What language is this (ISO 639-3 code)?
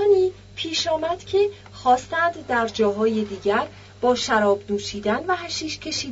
fas